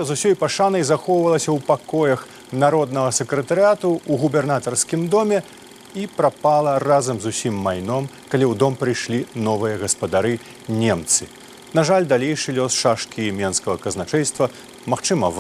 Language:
Belarusian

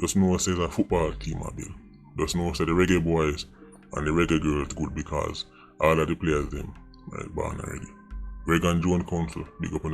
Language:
Jamaican Creole English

